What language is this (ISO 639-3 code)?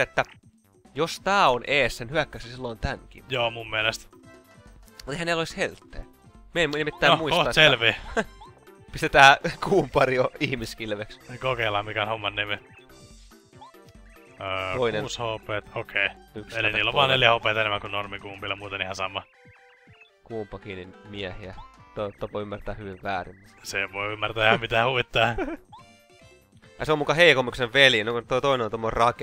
fin